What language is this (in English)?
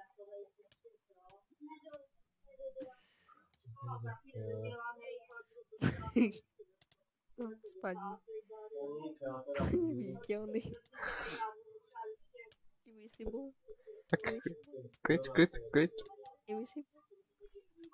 Czech